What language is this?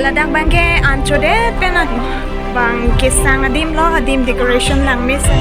Karbi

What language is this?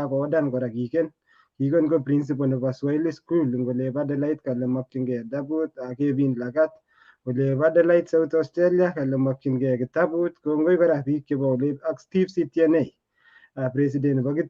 Kalenjin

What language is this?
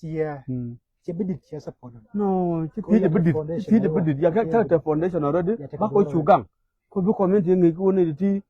Nuer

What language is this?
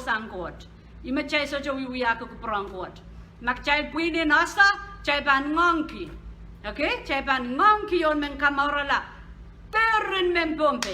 Pohnpeian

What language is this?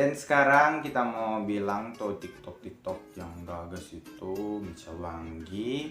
Manado Malay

